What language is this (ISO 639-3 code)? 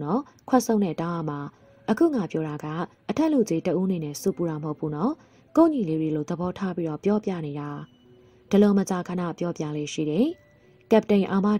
mya